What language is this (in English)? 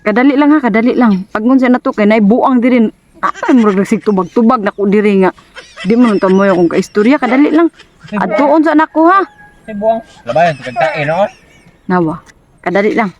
Cebuano